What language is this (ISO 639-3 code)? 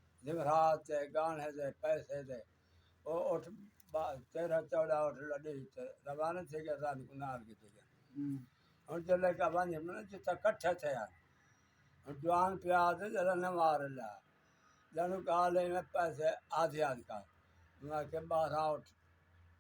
skr